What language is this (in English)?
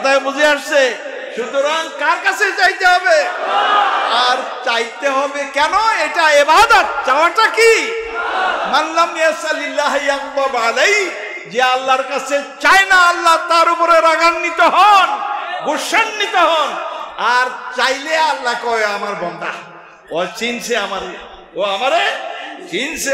Bangla